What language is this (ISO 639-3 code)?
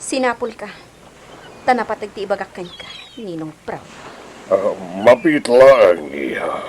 ilo